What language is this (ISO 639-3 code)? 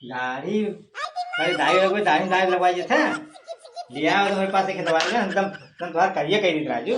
awa